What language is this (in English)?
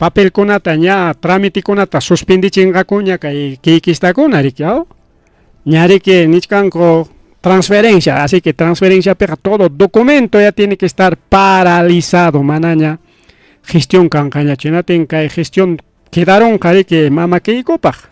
Ayacucho Quechua